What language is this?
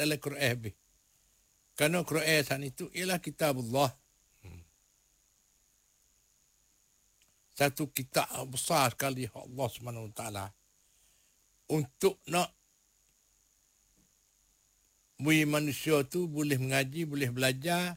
Malay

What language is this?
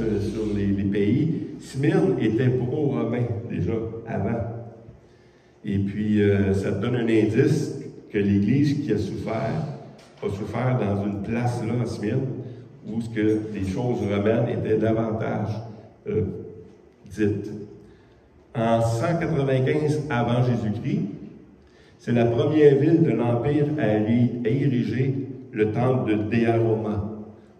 French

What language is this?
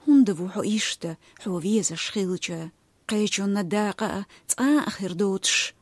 Chechen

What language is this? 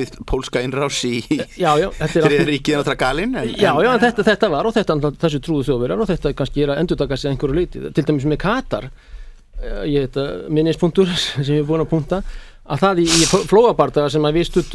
Icelandic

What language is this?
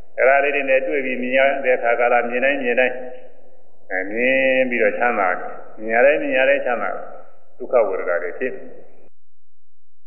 Burmese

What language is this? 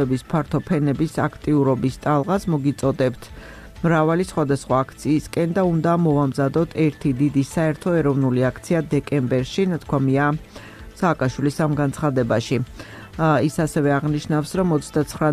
Georgian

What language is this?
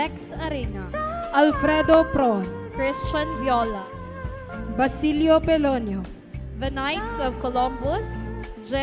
Bikol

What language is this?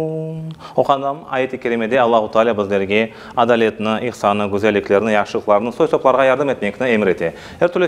Crimean Tatar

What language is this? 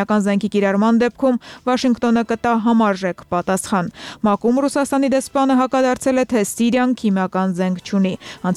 Armenian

